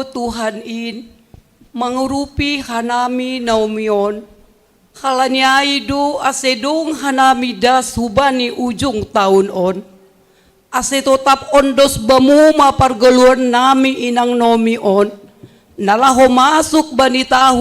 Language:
Batak Simalungun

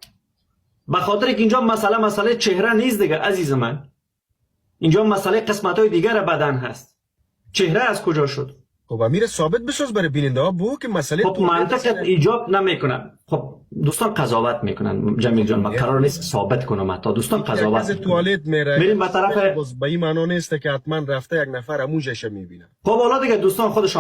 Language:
Persian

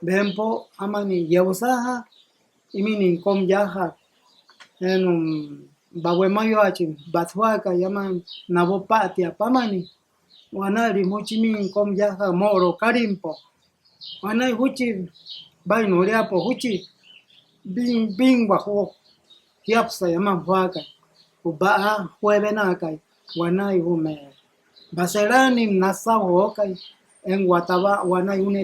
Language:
Mayo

